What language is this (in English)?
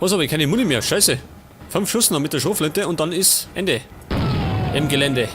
Bavarian